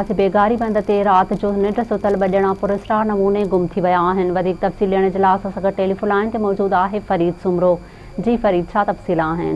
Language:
Sindhi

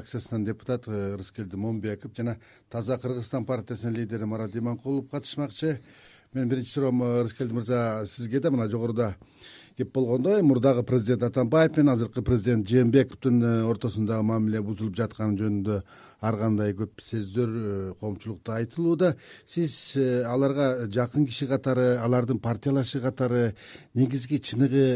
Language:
Kyrgyz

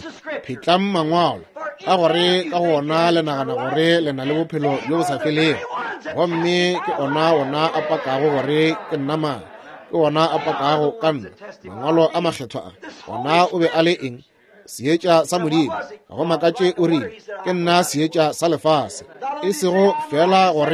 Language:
Northern Sotho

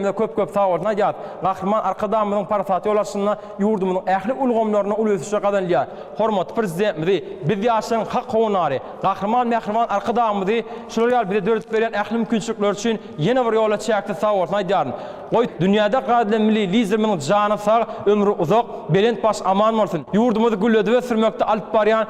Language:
Turkmen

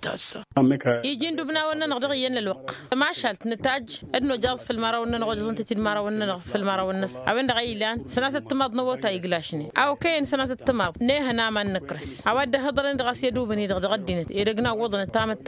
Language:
Tamasheq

